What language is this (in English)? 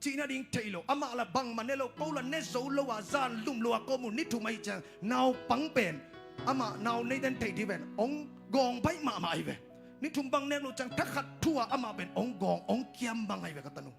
Tedim Chin